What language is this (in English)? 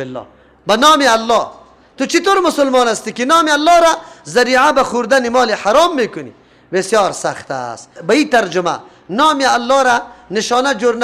Persian